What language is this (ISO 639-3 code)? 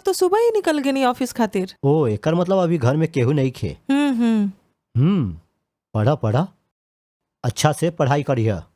bho